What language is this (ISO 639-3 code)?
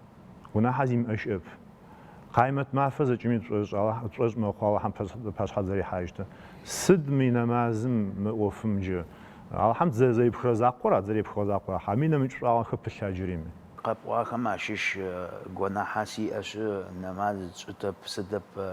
ady